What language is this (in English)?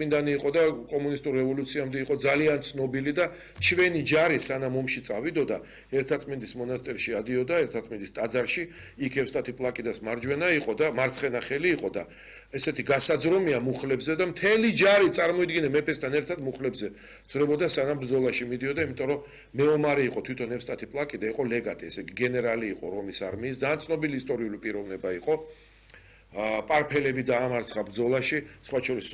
Georgian